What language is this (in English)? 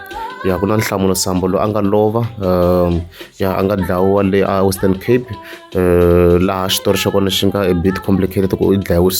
Tsonga